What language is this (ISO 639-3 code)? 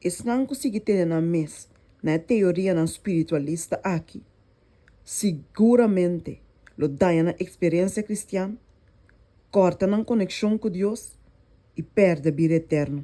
pap